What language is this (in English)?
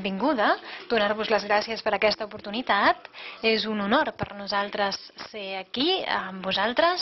Catalan